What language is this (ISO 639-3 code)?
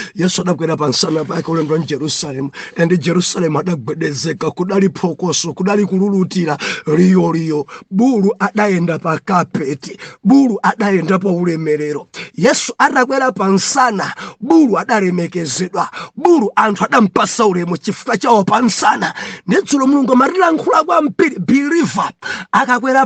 nya